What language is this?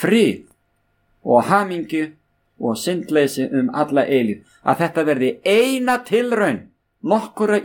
Icelandic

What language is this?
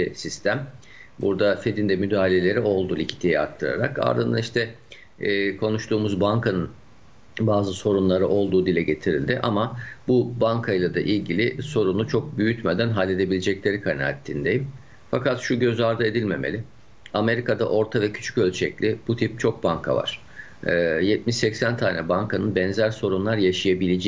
Turkish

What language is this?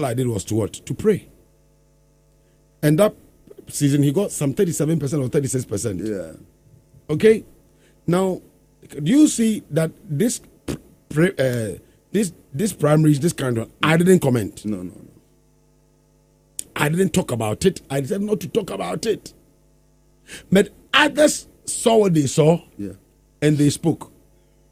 English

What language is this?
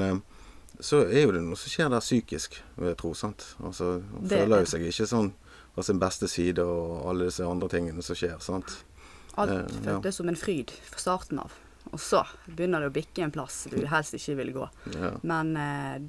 Norwegian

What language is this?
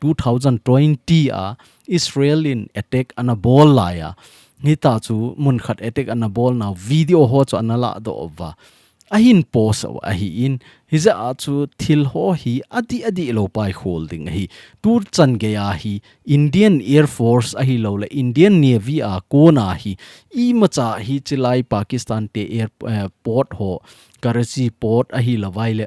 Thado Chin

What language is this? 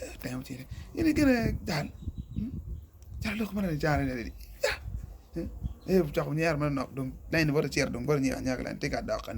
Acoli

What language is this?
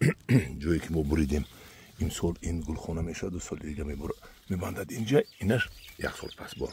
Tajik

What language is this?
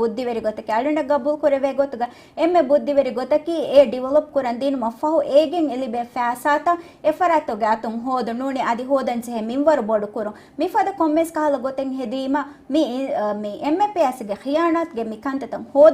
Divehi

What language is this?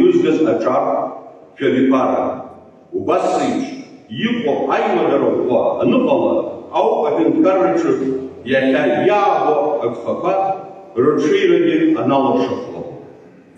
Abkhazian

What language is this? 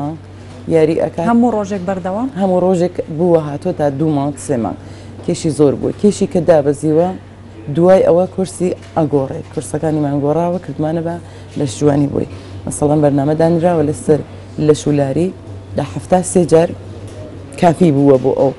Central Kurdish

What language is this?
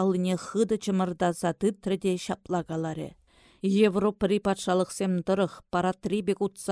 Chuvash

